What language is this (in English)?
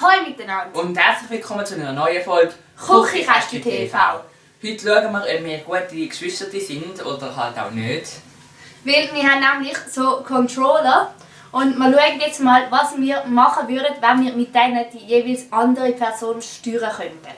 Swiss German